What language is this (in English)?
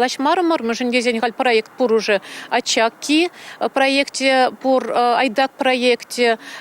Chuvash